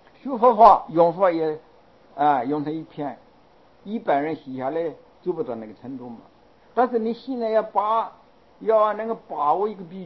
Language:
Chinese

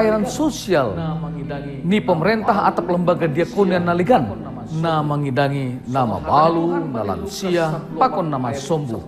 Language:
Batak Simalungun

